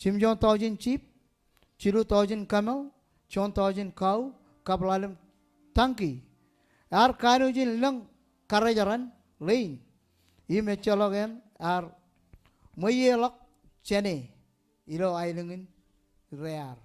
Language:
Marshallese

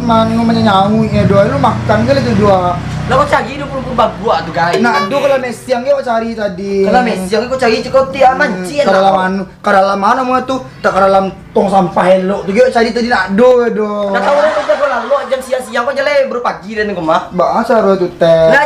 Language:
Minangkabau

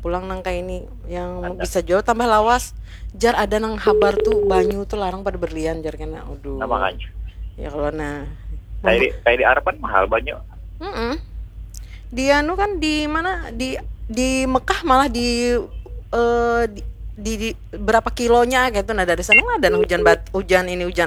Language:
Banjar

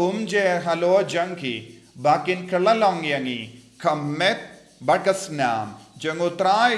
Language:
Khasi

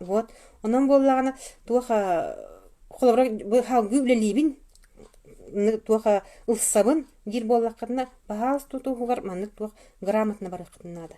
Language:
Yakut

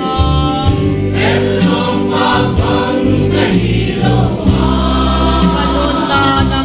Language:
Paite Chin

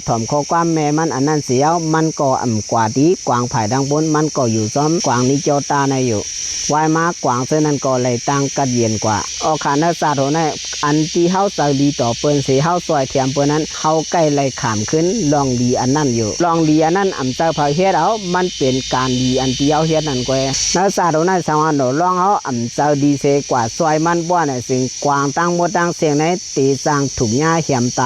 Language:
Shan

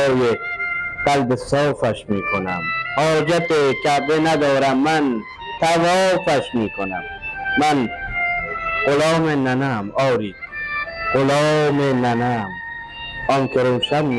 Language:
Persian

